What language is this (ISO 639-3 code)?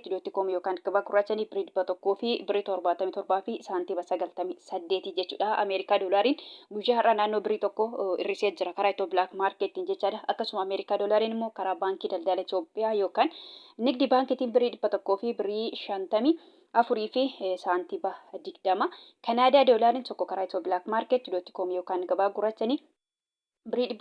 orm